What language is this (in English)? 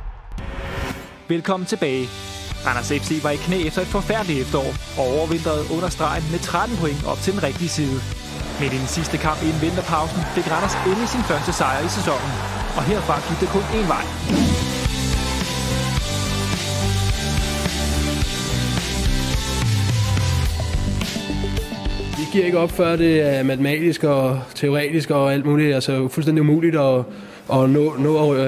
Danish